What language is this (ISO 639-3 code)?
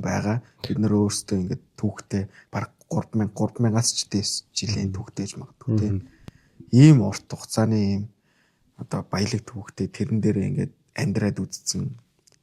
mon